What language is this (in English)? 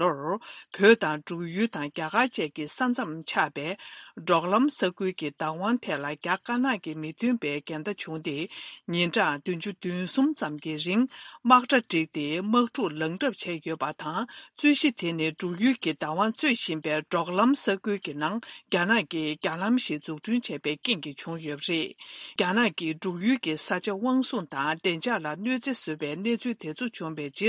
Tibetan